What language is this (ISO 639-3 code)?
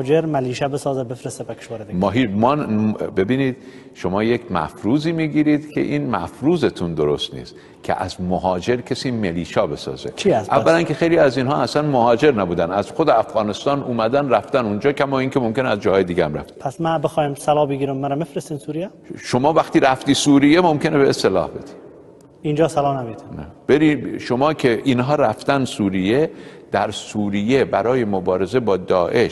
fas